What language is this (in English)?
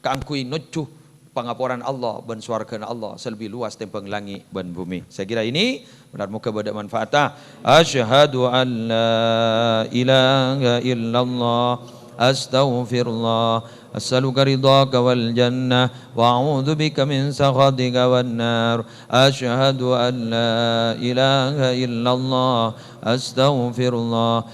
Madurese